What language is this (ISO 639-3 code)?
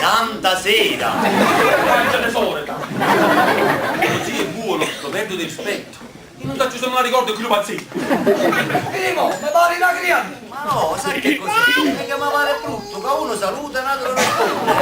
nap